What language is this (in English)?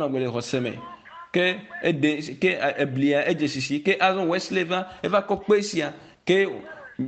Ewe